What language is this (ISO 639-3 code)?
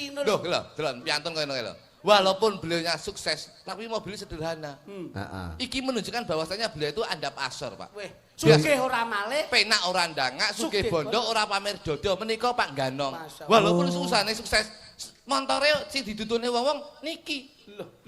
jav